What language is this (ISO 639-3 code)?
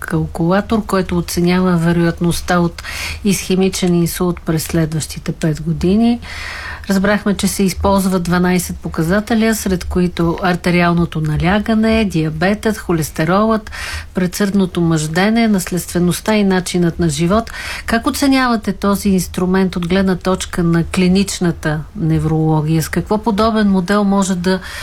bul